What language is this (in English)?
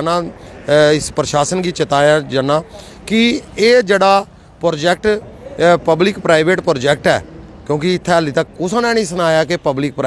Dogri